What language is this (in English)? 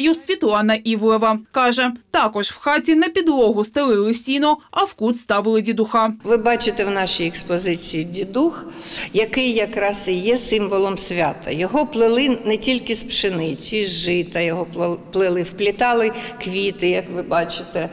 Ukrainian